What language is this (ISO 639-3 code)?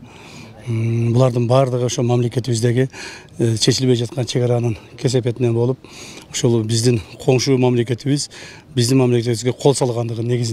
kir